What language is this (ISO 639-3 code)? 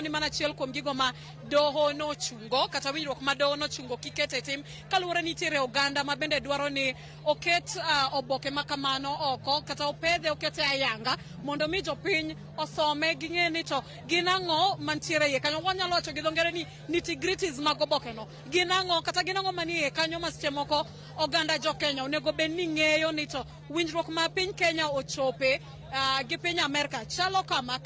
luo